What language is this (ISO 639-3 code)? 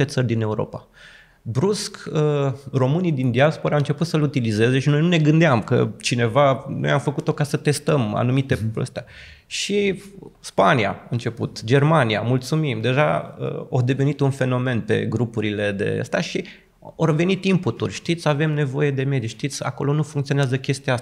ron